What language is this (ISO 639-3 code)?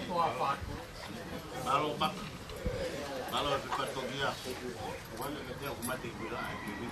ton